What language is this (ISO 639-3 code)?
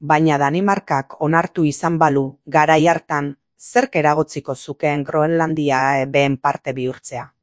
eus